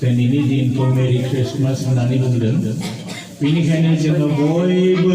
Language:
Bodo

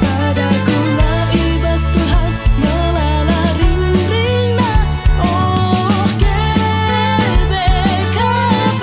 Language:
Batak Karo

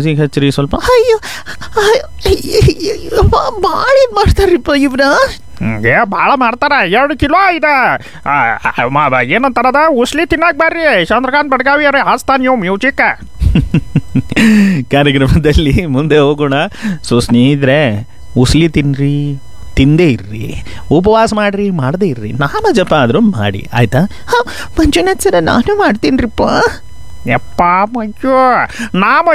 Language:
Kannada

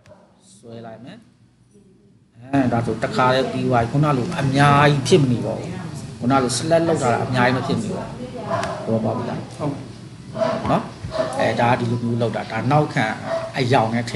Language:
Burmese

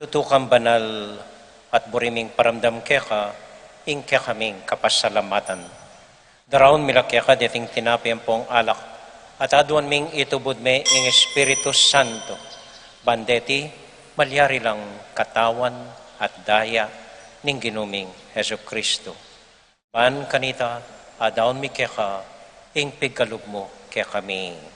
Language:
Pampanga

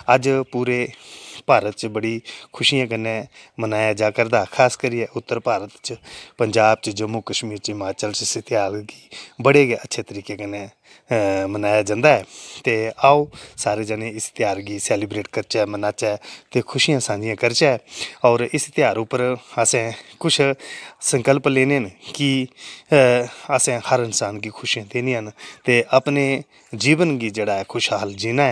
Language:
Dogri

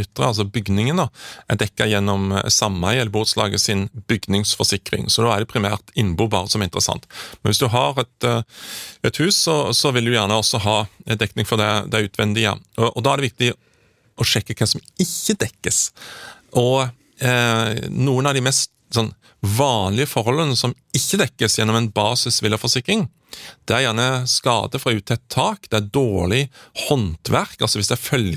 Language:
Norwegian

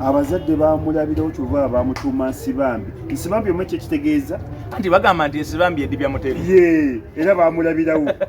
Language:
Ganda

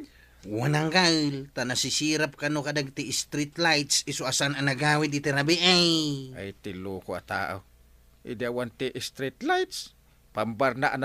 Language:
Iloko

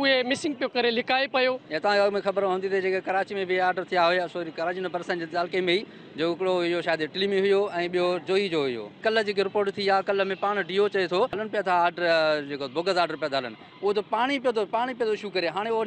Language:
Sindhi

